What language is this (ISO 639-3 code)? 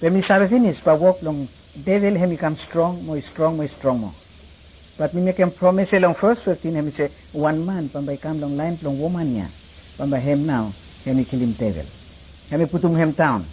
bis